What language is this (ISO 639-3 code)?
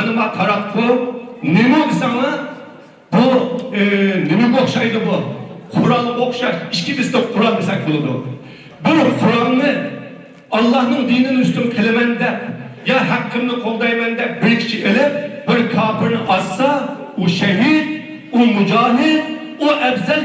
uig